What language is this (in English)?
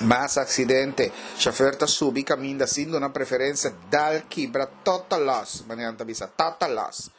Papiamento